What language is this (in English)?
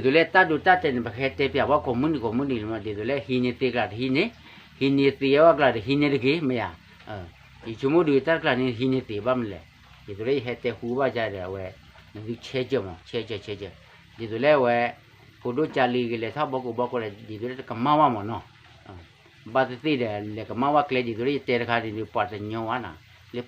S'gaw Karen